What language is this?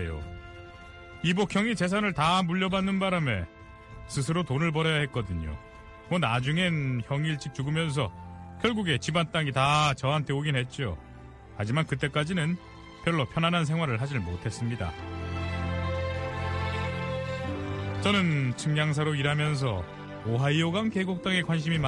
Korean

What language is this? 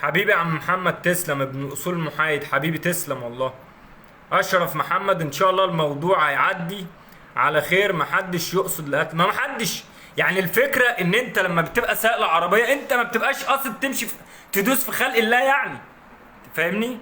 Egyptian Arabic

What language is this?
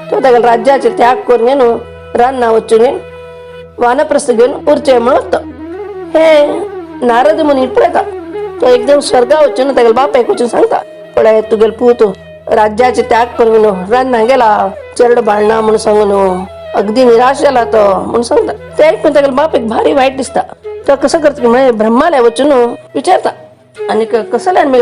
Konkani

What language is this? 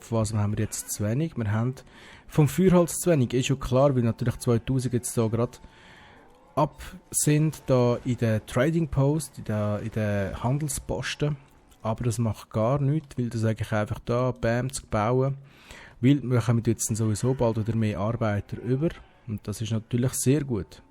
Swiss German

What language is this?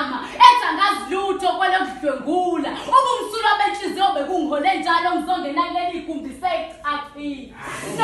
Zulu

